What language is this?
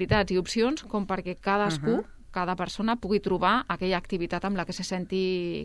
Catalan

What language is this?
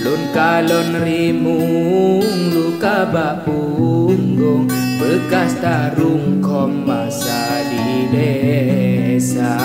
Achinese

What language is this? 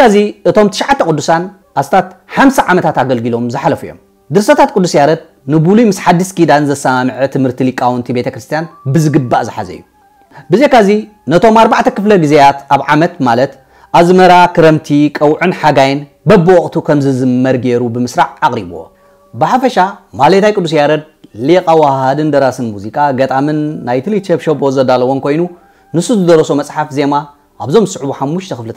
Tigrinya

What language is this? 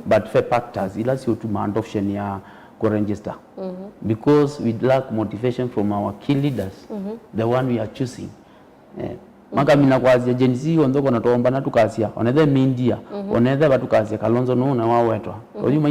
Kamba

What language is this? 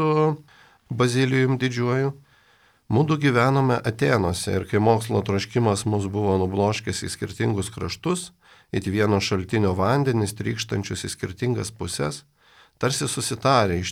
Lithuanian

